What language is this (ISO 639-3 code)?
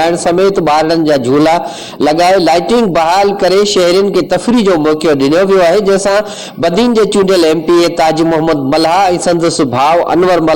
snd